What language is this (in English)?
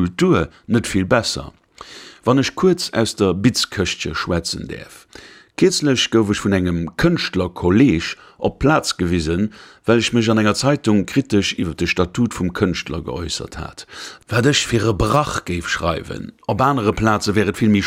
Luxembourgish